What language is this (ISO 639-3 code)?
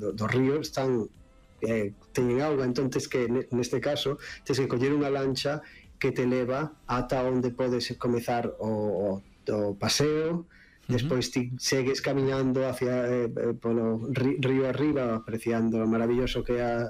glg